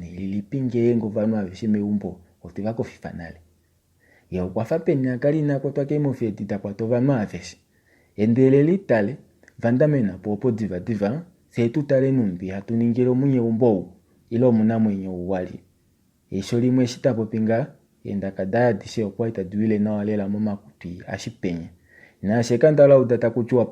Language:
Kuanyama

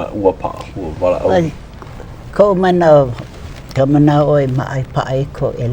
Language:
Hawaiian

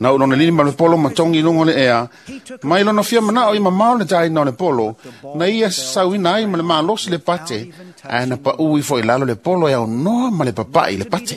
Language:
Samoan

